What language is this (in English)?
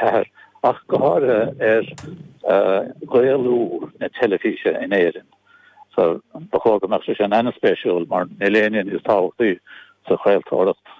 Irish